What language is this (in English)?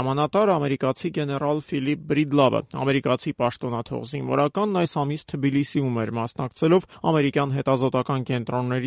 Armenian